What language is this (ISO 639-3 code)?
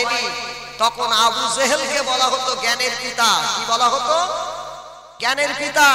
ben